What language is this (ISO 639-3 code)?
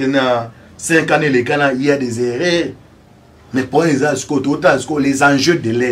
lin